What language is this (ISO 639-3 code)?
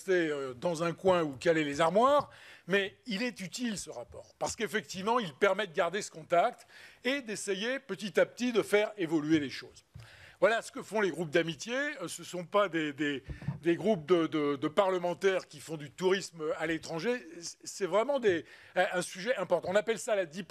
fra